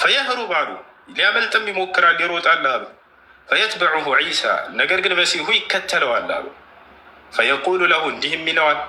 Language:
Amharic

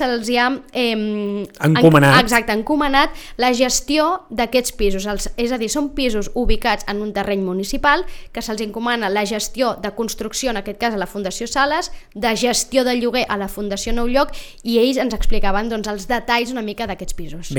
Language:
Catalan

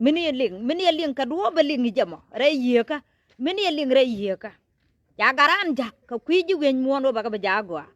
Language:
Nuer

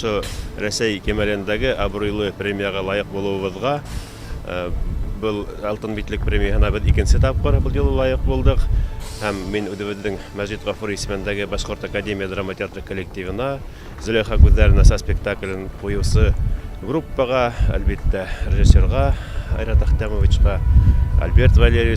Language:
Bashkir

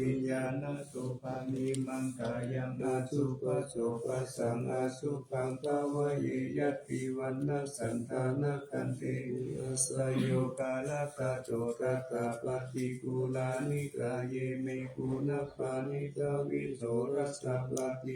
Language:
Pali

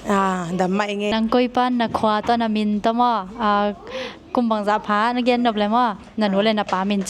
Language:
Tedim Chin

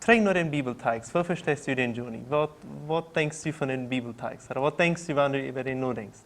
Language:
Plautdietsch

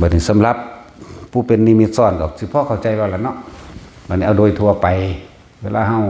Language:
Northeastern Thai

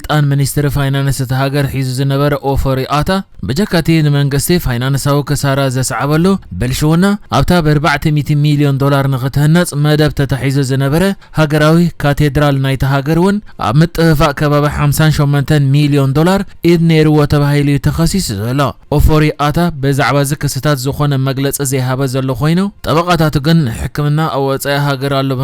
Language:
Tigrinya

